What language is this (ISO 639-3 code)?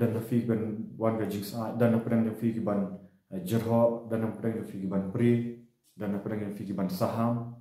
kha